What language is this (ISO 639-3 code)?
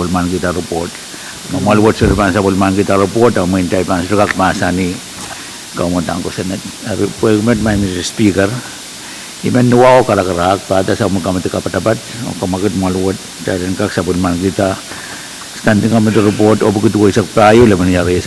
pon